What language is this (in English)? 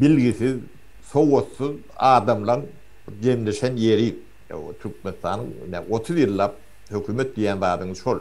Turkmen